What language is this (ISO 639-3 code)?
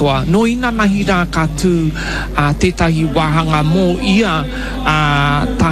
mri